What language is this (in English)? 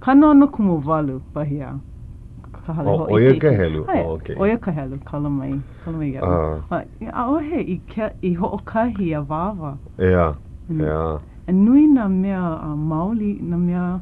Hawaiian